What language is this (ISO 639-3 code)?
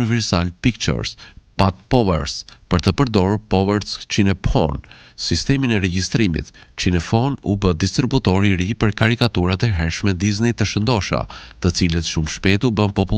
sqi